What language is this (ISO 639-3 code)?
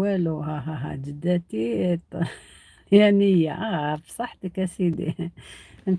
arq